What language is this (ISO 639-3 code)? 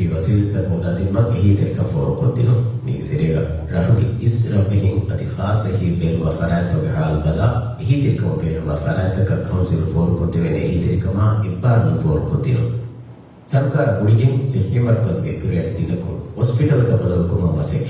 div